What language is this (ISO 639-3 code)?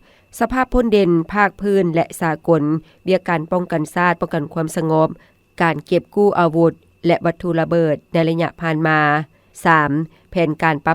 lao